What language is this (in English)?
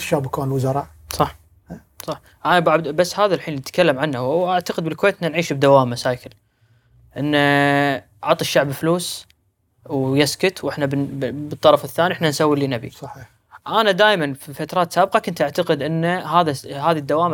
Gulf Arabic